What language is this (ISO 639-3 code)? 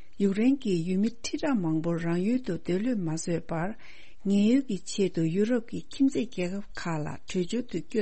bod